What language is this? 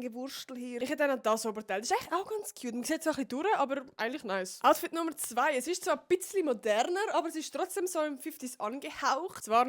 Swiss German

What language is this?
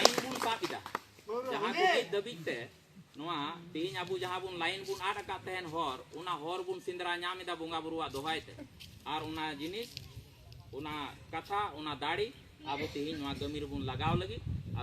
Santali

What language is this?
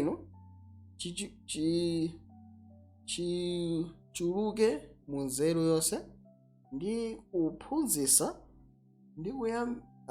Nyanja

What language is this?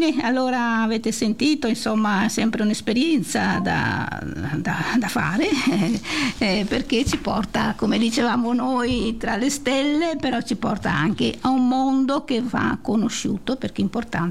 Italian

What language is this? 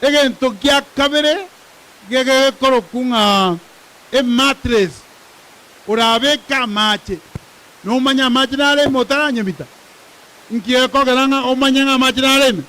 Gusii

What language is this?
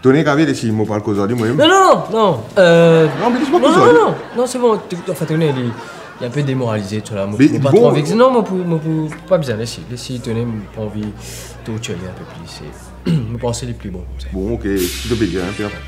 Morisyen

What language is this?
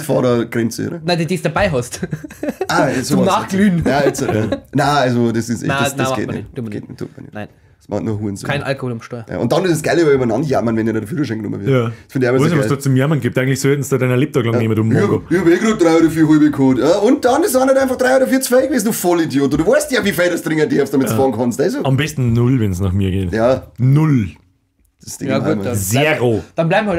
Bavarian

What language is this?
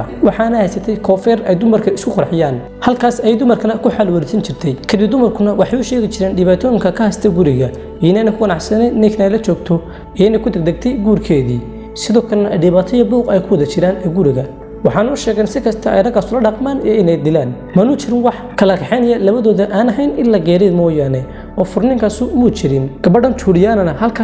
Somali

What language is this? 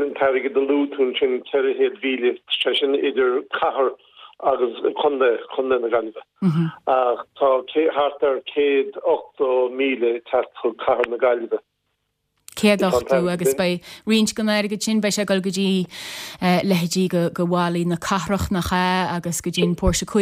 Irish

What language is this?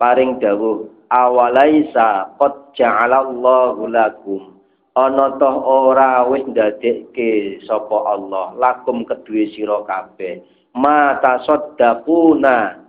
Javanese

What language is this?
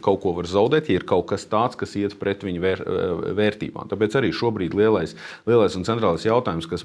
Latvian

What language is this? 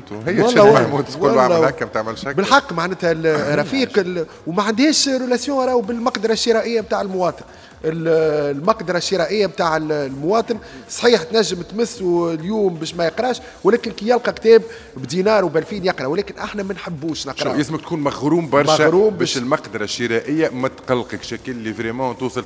Tunisian Arabic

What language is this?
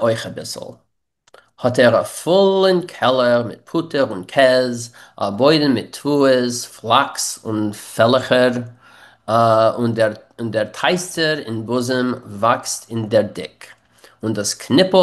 Yiddish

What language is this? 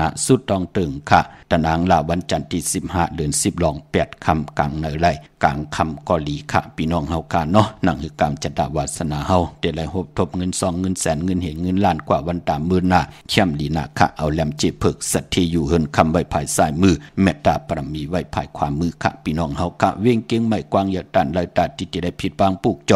Shan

